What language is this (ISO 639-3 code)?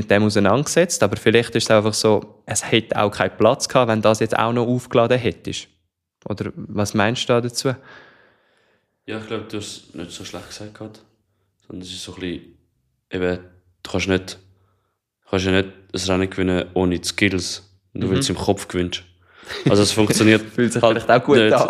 deu